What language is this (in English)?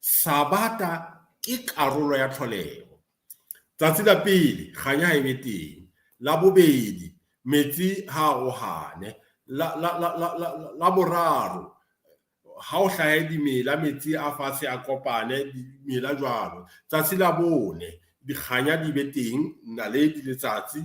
Southern Sotho